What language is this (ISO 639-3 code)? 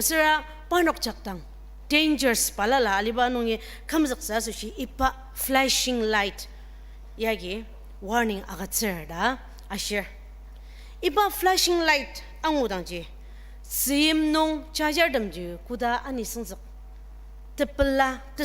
njo